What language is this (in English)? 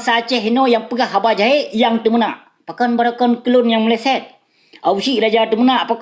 Achinese